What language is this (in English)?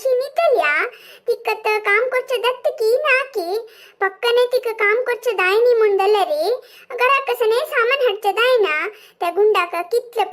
Konkani